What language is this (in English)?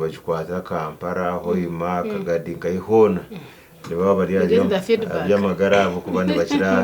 Nyankole